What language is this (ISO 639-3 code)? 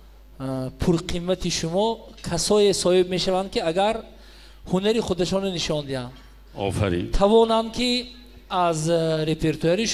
fas